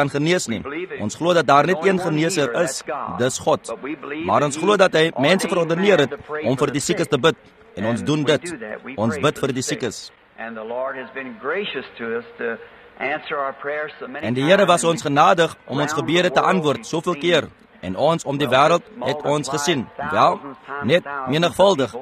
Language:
Afrikaans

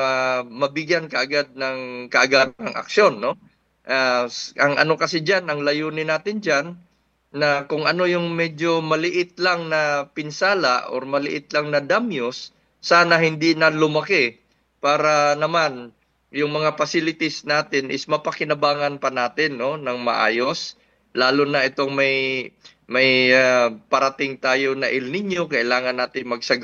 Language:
Filipino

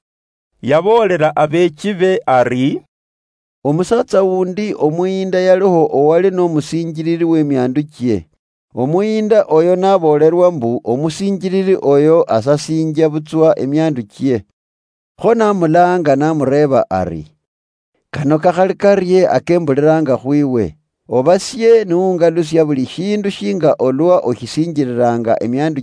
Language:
Luyia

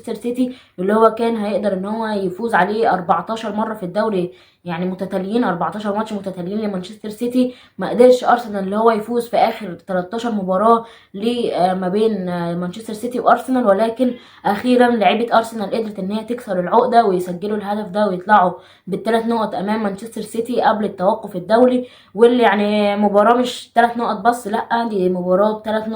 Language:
Egyptian Arabic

